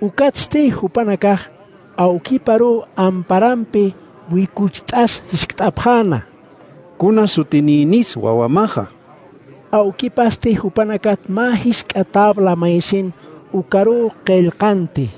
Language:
Aymara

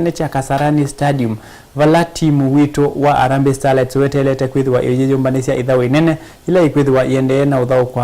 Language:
Kamba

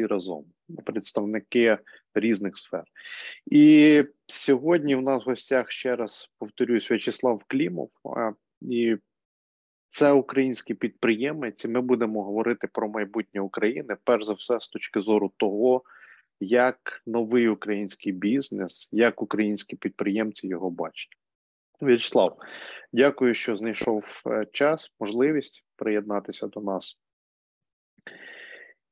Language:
Ukrainian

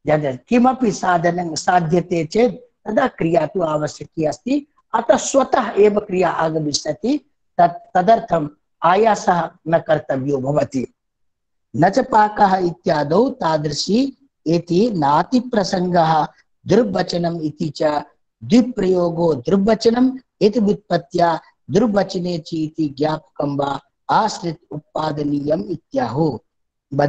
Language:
Sanskrit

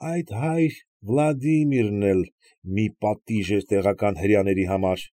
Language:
Armenian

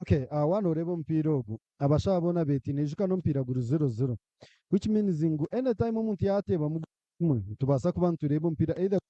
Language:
Nyankole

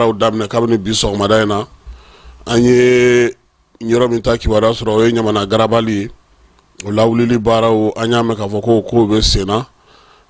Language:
Bambara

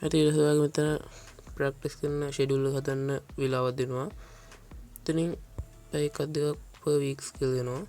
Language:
Sinhala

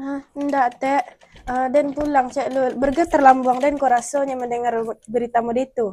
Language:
Minangkabau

